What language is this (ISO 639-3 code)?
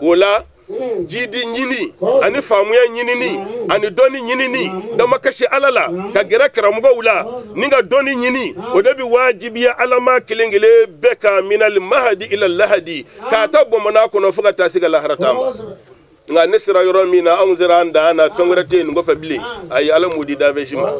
bam